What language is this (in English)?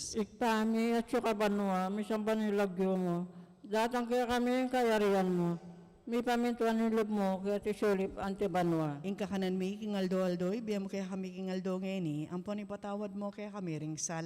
Pampanga